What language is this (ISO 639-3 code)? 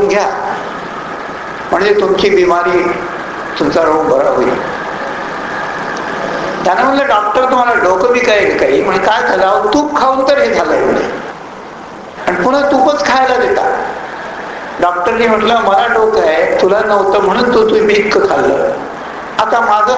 mar